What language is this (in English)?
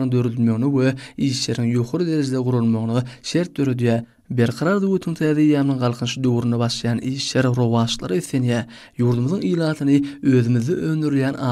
Turkmen